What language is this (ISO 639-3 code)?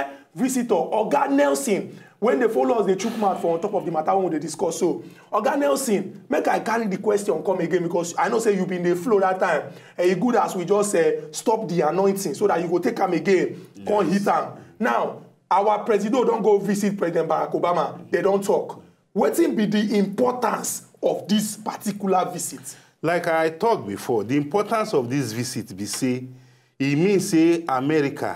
pcm